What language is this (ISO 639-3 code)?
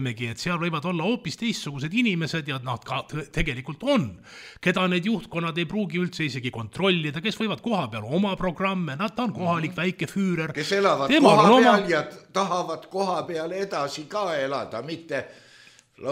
est